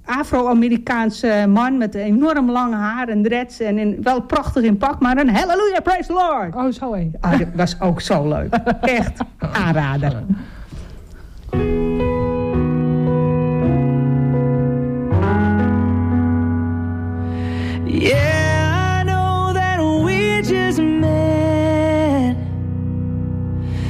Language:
Dutch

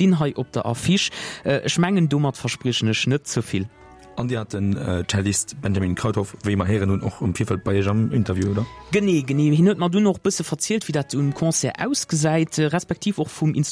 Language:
Luxembourgish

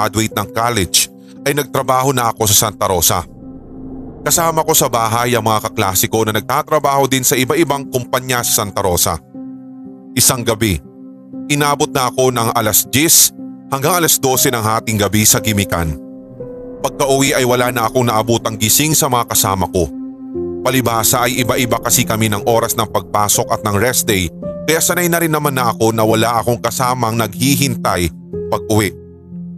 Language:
Filipino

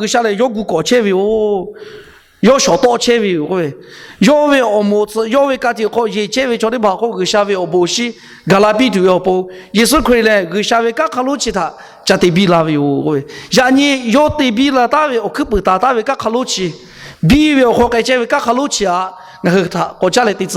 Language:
Lahu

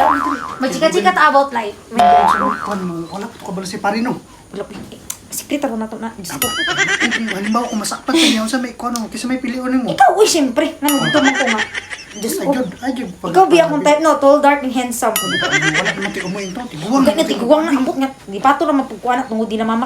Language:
Cebuano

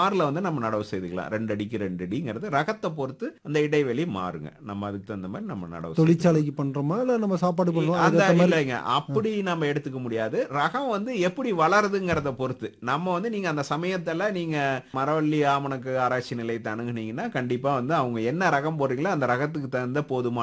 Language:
Tamil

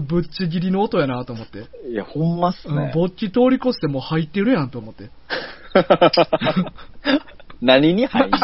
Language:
Japanese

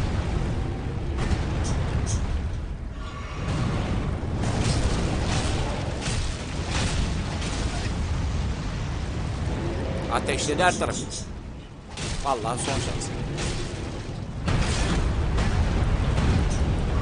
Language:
Turkish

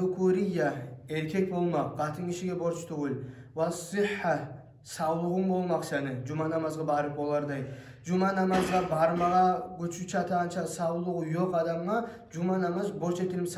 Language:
Kumyk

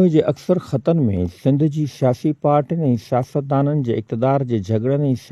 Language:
Sindhi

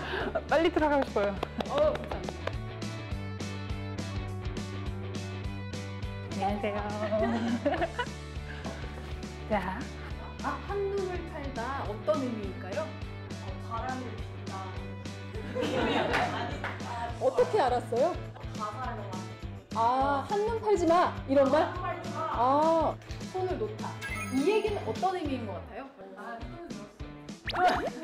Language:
Korean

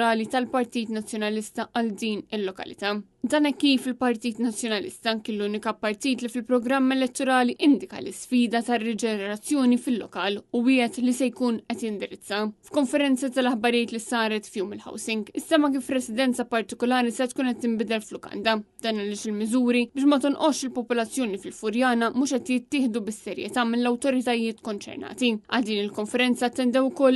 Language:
Maltese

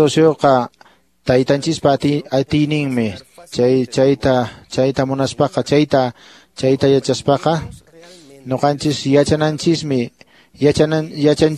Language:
Quechua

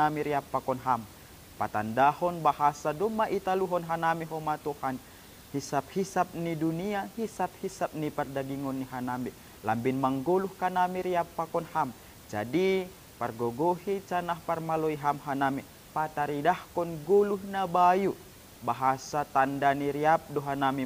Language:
Batak Simalungun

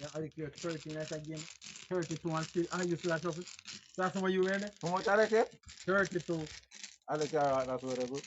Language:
Jamaican Creole English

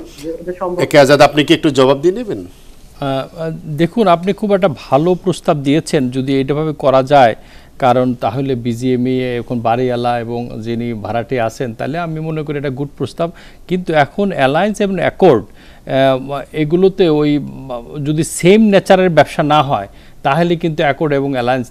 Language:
Bangla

